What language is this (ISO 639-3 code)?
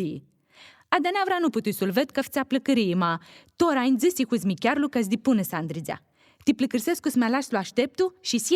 rup